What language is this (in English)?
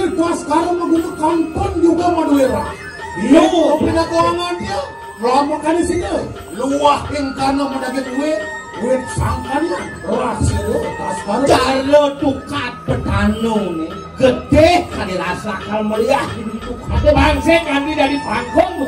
Balinese